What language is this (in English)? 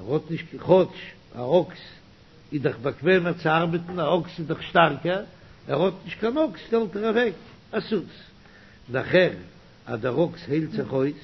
Yiddish